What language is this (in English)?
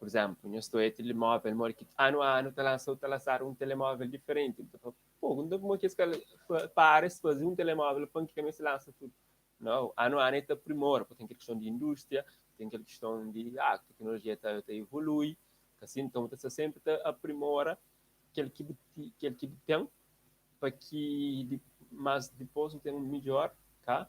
Kabuverdianu